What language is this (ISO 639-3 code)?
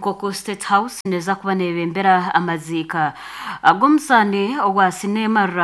nyn